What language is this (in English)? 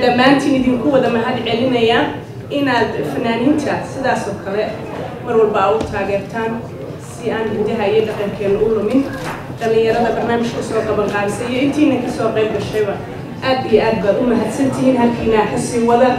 Somali